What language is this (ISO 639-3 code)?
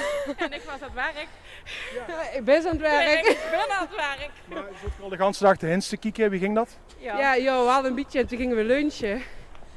lim